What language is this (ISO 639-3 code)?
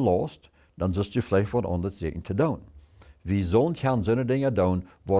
pdt